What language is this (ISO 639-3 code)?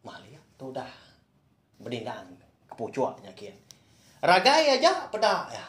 iba